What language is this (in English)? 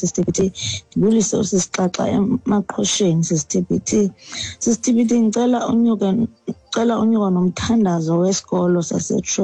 Xhosa